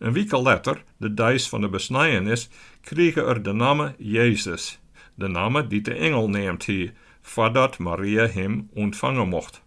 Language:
Western Frisian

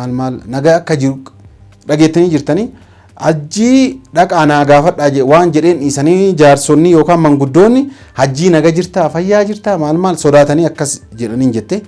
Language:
Oromo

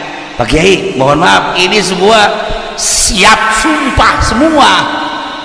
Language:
Sundanese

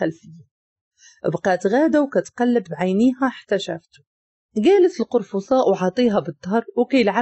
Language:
Moroccan Arabic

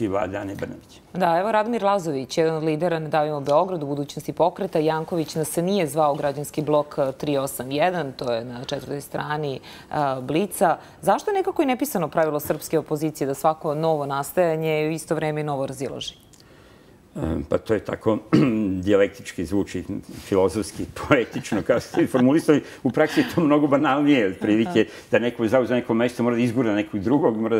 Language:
Serbian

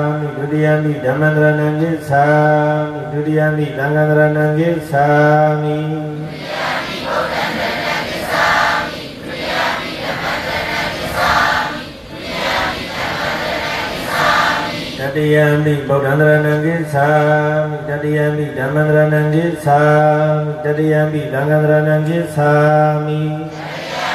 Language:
Burmese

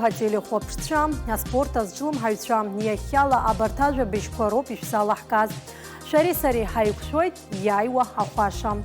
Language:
Abkhazian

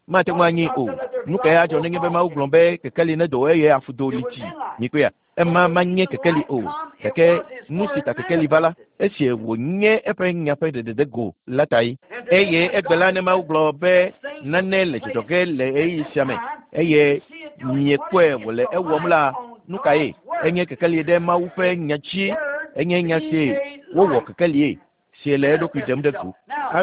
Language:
Ewe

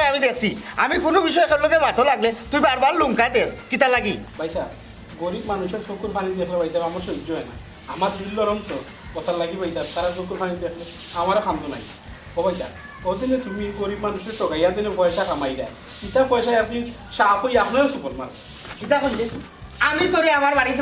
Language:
Sylheti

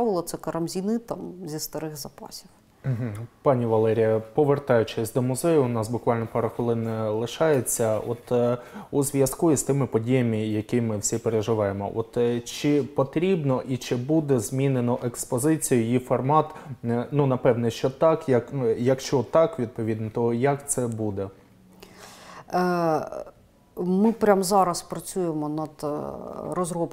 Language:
Ukrainian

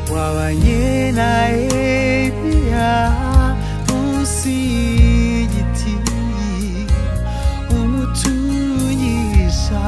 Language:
Kinyarwanda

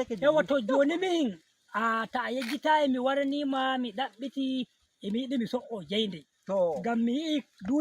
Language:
Nigerian Fulfulde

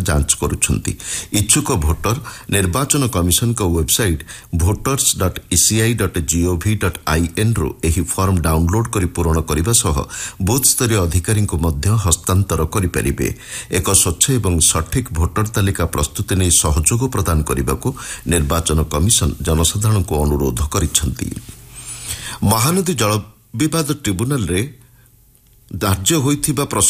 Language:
Odia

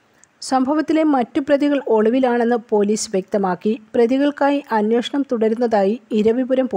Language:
Malayalam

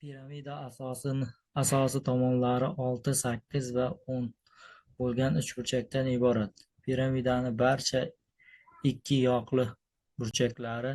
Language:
Uzbek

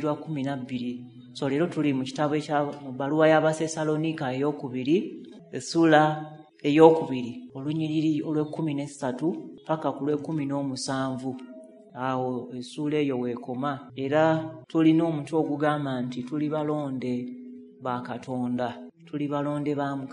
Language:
Ganda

